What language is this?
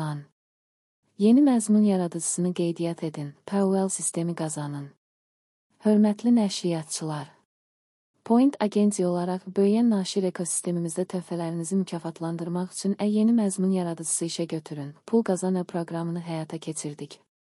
Azerbaijani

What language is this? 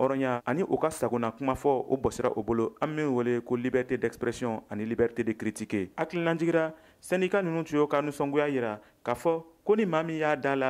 Bambara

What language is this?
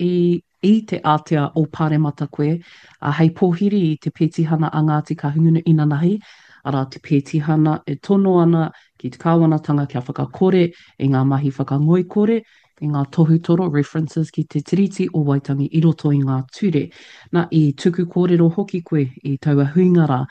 Māori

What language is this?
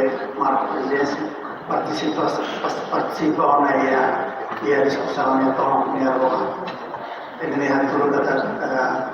Tetum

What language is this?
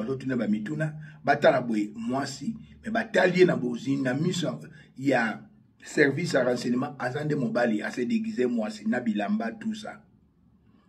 Lingala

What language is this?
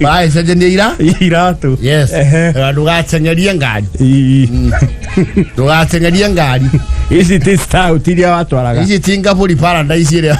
Kikuyu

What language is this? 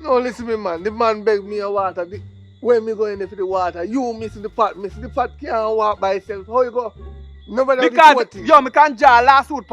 Jamaican Creole English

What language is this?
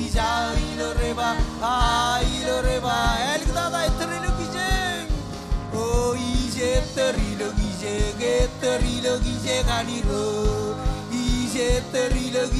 Marshallese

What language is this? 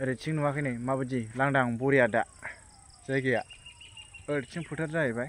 Bodo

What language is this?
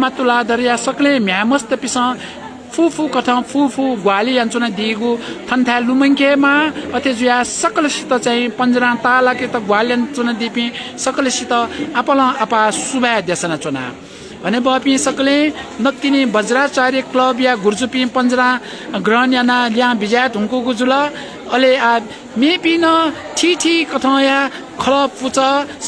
Newari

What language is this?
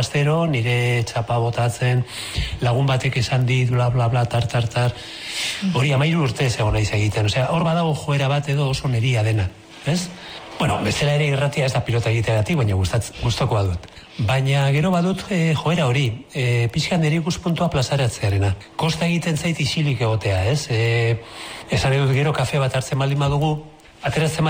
Basque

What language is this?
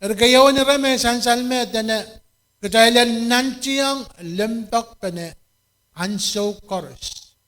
Pohnpeian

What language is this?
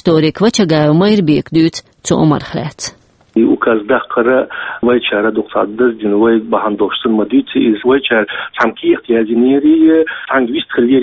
Chechen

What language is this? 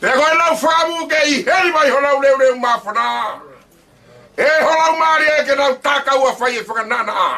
Tongan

